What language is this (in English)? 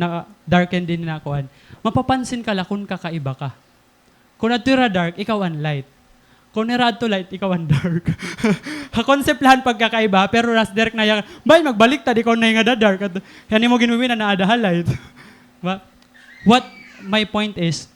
Waray